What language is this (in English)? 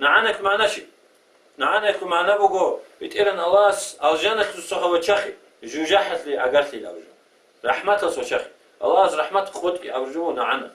Avaric